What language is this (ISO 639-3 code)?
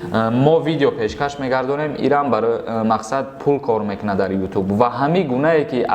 tgk